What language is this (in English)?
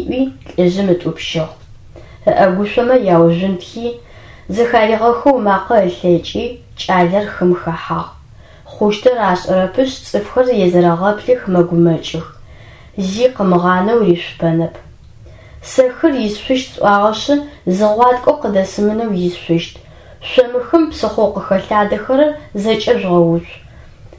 Adyghe